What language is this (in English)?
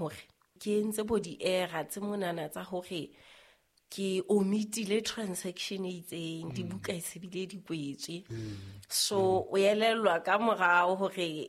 Southern Sotho